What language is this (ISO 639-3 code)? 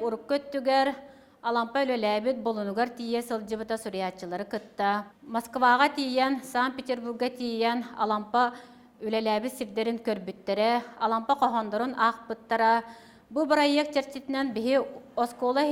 sah